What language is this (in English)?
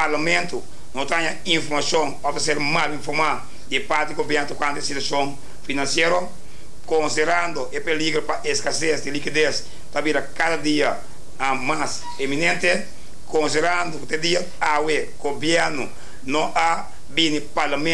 Papiamento